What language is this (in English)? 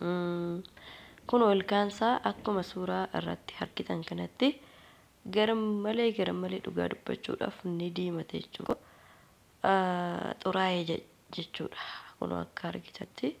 Oromo